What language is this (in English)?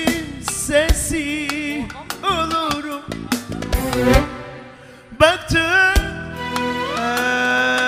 Turkish